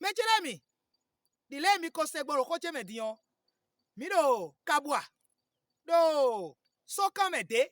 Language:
Fon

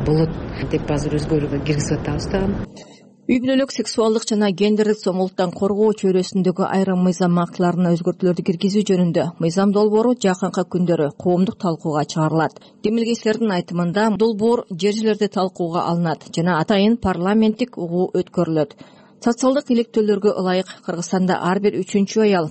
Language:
Kyrgyz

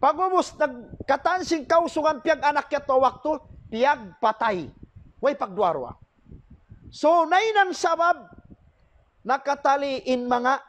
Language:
Tausug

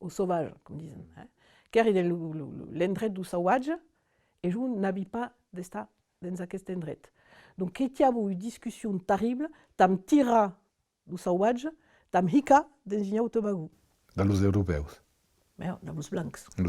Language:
Occitan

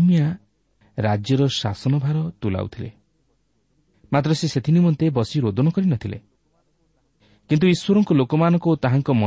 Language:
Odia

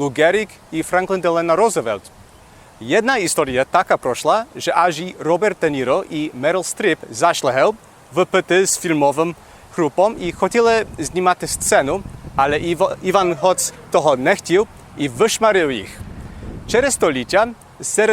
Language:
Rusyn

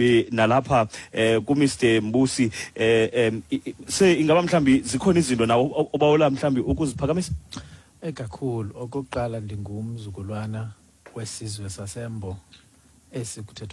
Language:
Xhosa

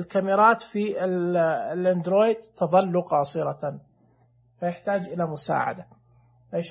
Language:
Najdi Arabic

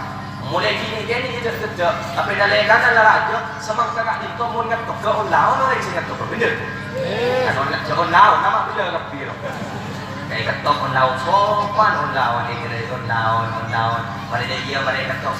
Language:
Madurese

